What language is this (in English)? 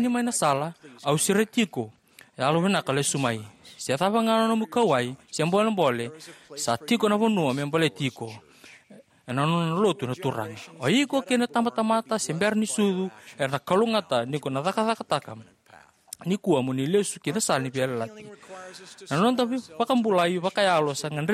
Fijian